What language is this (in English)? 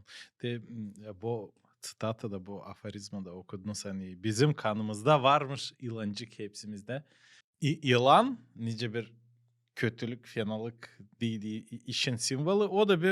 Gagauz